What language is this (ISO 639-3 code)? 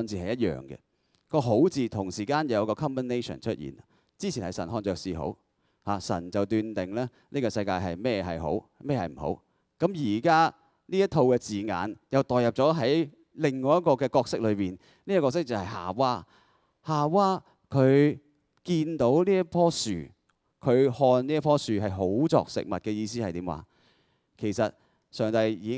yue